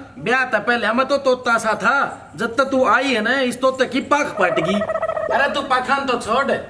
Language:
Haryanvi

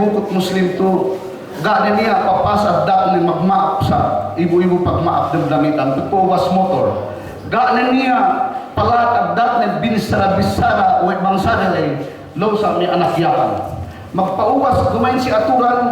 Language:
Yakan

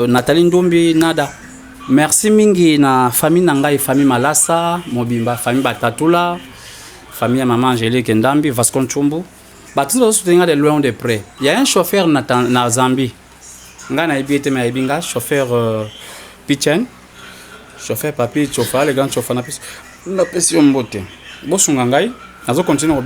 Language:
Lingala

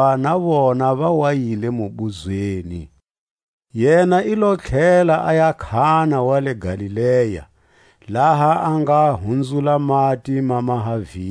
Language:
Tswa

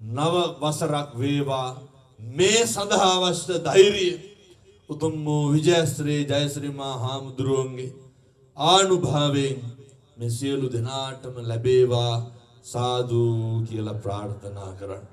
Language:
Sinhala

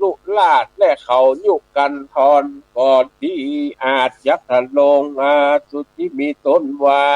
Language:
Northern Thai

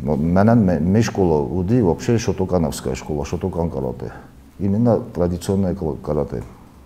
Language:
Ossetic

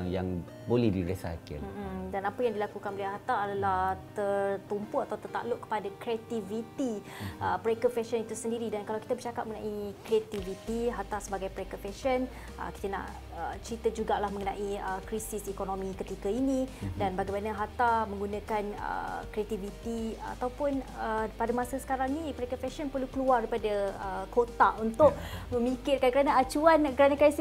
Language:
Malay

